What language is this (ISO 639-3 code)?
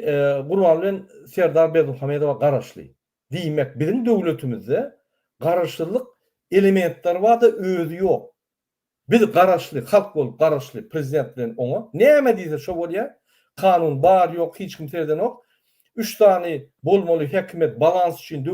tuk